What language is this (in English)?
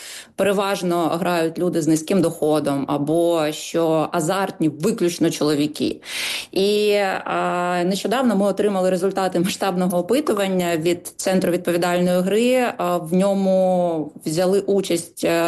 Ukrainian